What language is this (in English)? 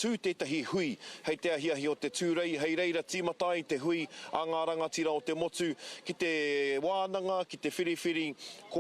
Māori